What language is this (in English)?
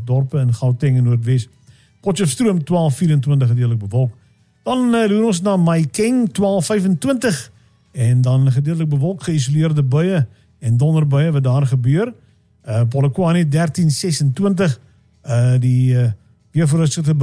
Afrikaans